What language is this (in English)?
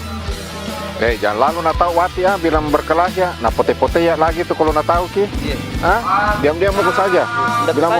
Makassar Malay